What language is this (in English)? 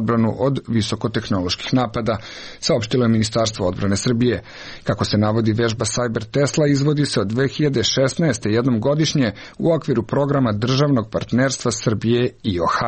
Serbian